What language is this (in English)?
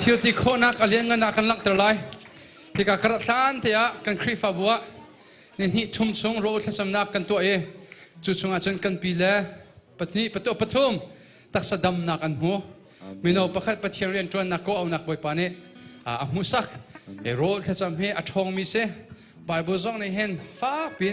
Hakha Chin